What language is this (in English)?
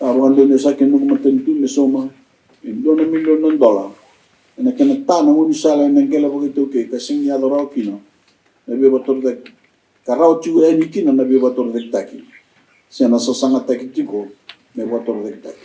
Fijian